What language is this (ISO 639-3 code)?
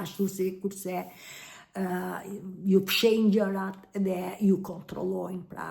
sqi